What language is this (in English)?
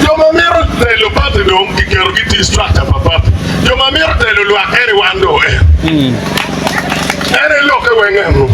Acoli